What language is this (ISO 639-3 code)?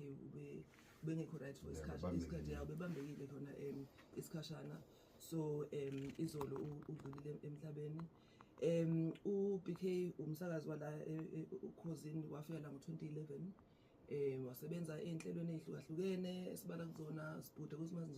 zul